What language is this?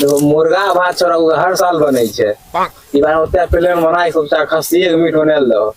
Maithili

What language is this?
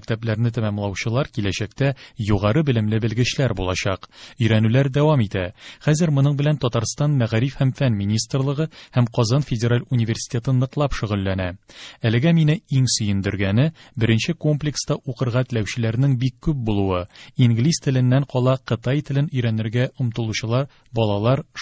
Tatar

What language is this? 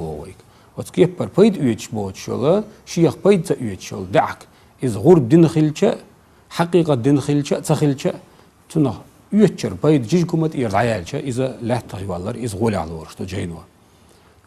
Chechen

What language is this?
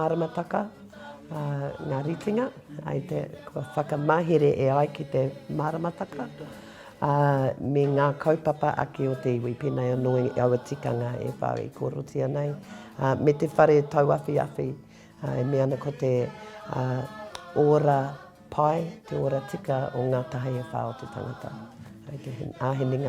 Māori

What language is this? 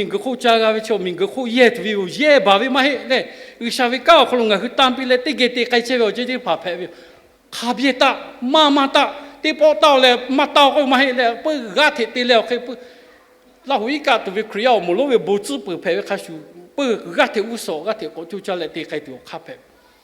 Lahu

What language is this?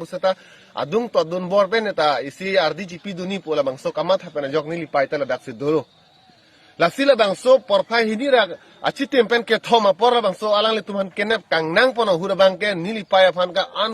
Karbi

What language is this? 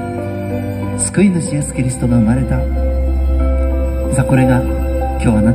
Japanese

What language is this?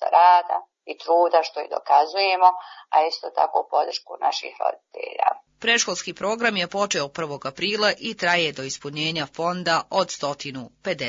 Bosnian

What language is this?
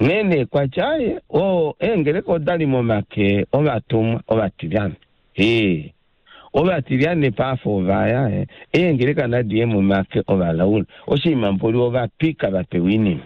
Kuanyama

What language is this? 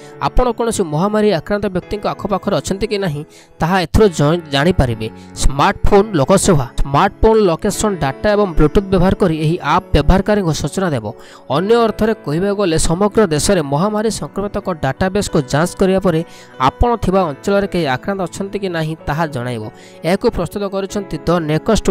Odia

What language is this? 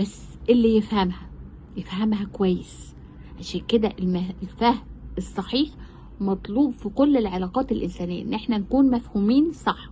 Egyptian Arabic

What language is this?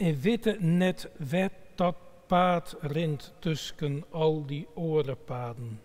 Western Frisian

